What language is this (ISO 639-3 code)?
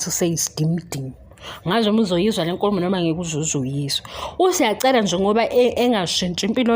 zul